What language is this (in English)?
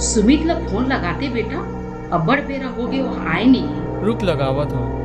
Chhattisgarhi